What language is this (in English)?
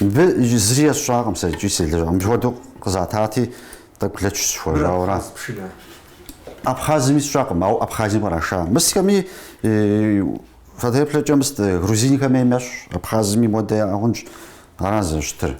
Kabardian